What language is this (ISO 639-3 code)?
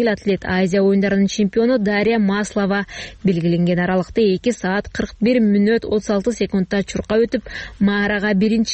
kir